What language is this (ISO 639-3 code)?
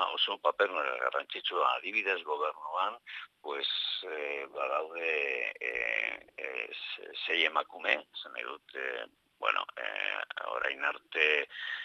eus